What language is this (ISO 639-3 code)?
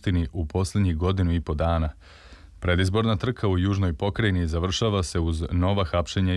srp